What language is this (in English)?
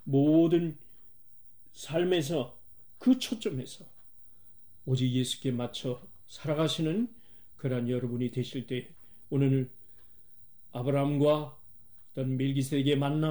Korean